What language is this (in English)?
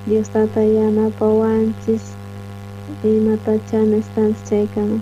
South Bolivian Quechua